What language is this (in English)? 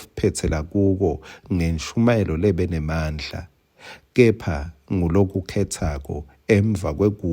Swati